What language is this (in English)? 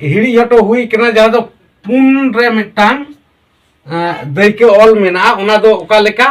Santali